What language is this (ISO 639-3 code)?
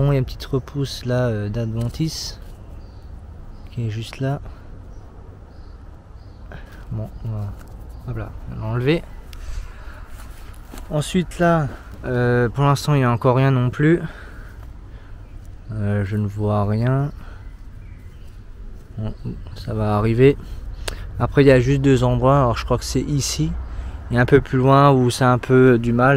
fra